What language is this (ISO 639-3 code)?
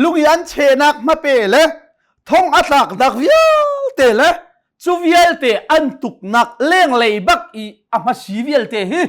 cnh